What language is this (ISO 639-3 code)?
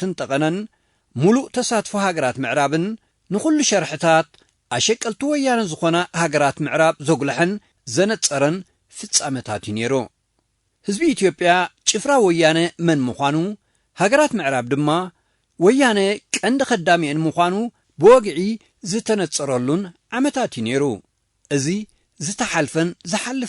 tir